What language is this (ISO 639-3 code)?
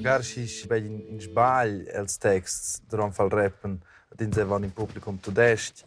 roh